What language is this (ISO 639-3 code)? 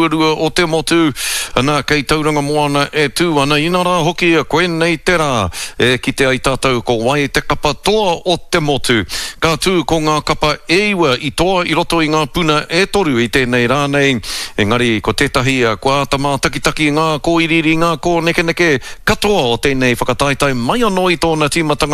mri